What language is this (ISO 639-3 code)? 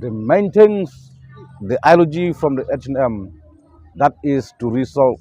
kha